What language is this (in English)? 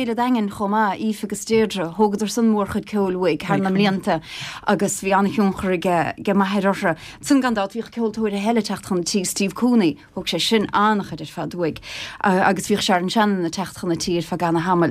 Irish